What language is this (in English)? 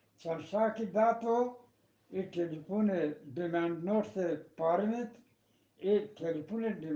Eastern Balochi